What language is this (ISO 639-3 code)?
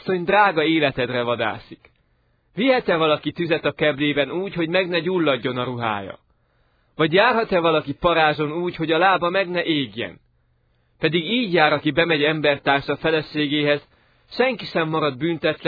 hun